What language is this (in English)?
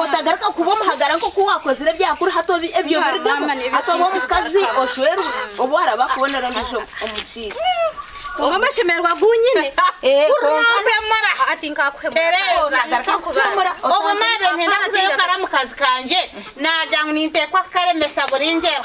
Nyankole